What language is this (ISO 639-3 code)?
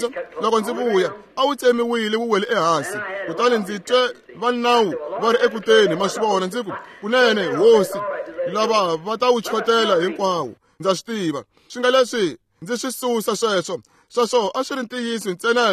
tso